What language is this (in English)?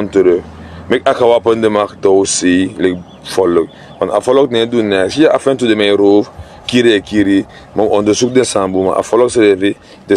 Sranan Tongo